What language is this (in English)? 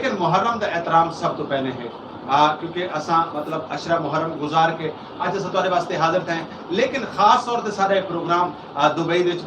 Saraiki